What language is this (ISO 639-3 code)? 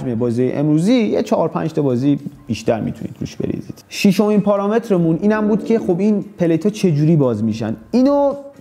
fas